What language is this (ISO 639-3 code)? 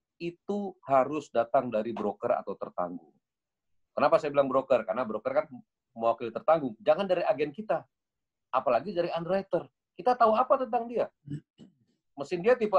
ind